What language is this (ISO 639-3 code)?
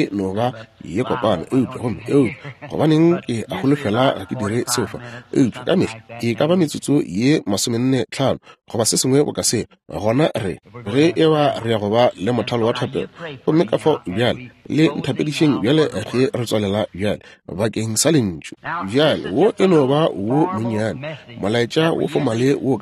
nso